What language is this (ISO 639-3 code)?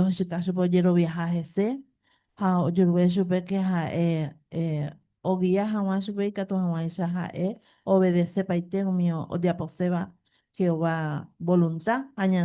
grn